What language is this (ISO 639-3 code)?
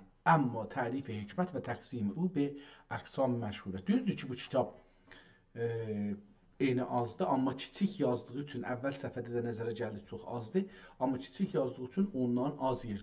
azb